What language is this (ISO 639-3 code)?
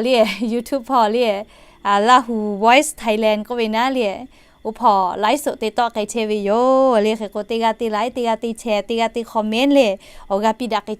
lhu